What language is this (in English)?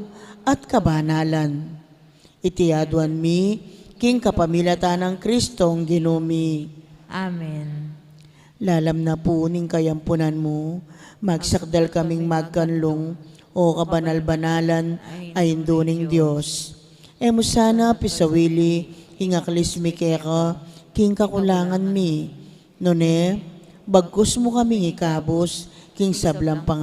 Pampanga